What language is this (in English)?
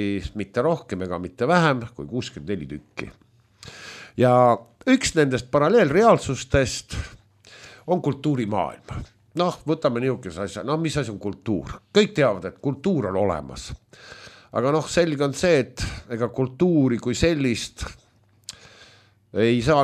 Estonian